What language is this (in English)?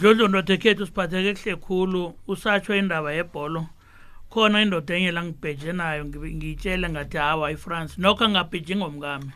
South Ndebele